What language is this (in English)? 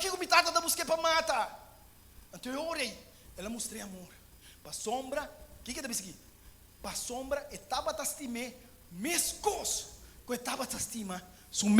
Papiamento